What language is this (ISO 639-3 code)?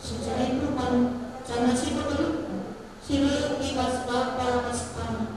btx